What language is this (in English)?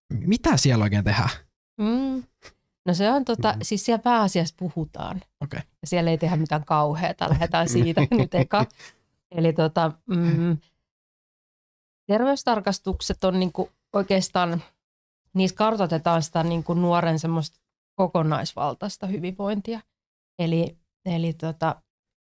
Finnish